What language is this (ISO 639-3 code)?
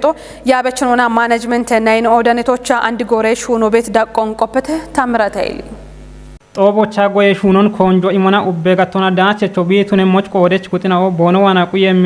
kbr